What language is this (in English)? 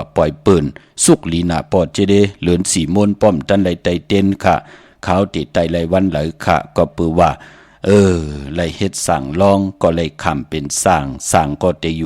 Shan